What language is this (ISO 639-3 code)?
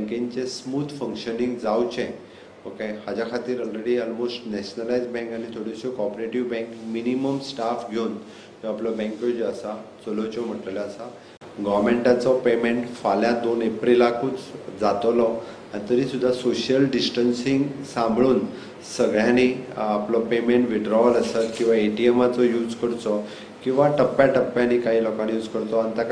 kok